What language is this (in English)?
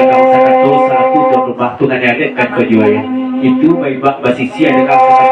Minangkabau